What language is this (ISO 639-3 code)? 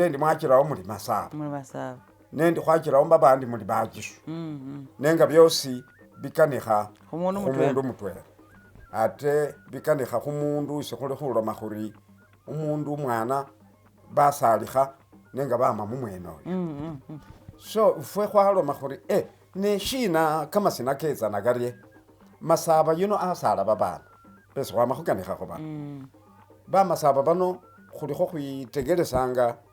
myx